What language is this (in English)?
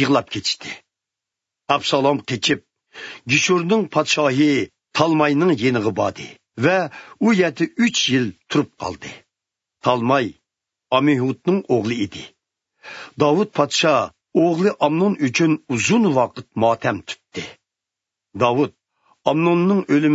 Uyghur